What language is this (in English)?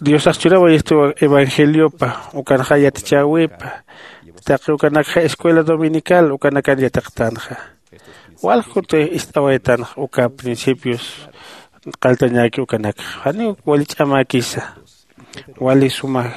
Aymara